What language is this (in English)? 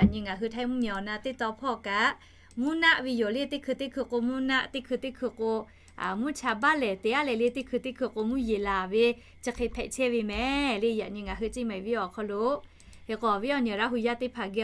Lahu